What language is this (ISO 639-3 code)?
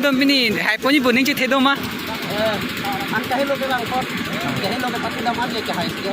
mjw